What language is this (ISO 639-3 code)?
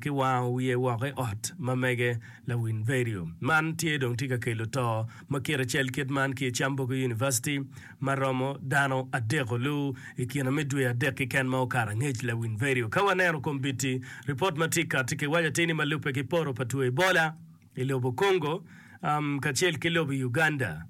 ach